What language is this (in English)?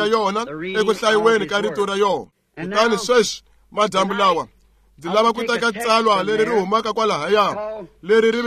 Tsonga